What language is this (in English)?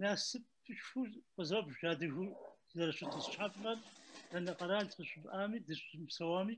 Kabardian